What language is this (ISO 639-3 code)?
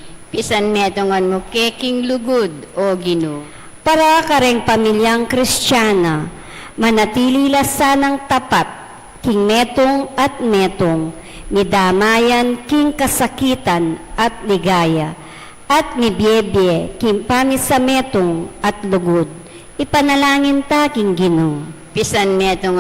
pam